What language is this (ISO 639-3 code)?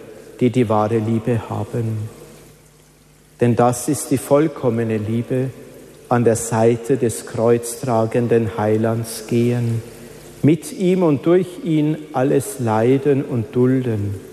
deu